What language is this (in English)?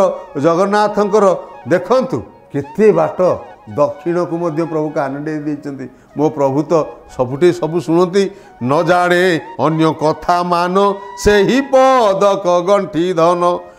Odia